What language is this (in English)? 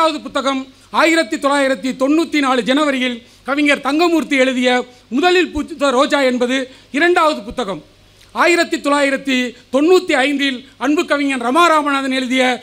Tamil